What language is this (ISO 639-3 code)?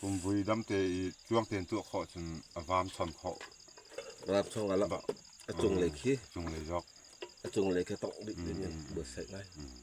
cfm